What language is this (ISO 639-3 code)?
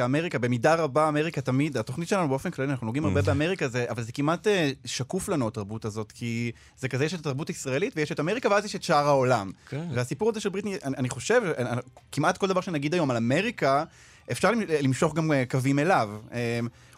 heb